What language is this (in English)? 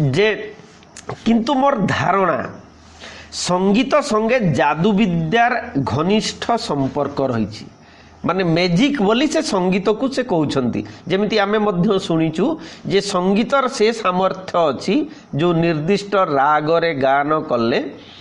Odia